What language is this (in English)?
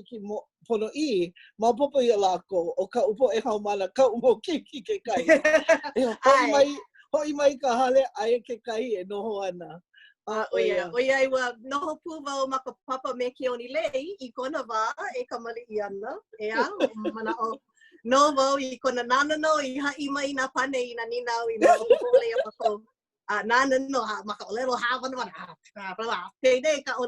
Hawaiian